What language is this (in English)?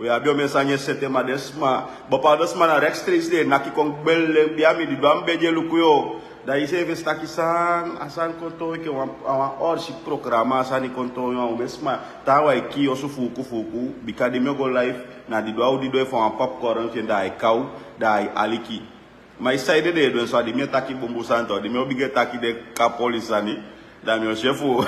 Sranan Tongo